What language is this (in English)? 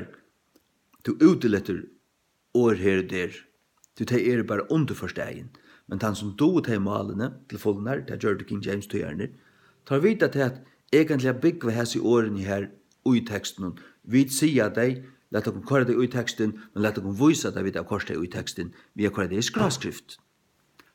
Faroese